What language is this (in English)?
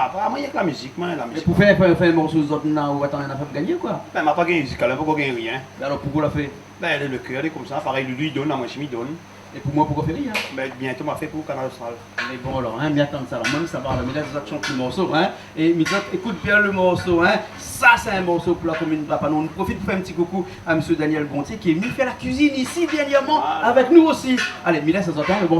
Réunion Creole French